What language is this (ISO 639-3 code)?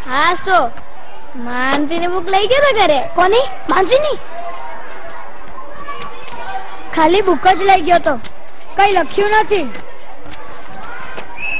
guj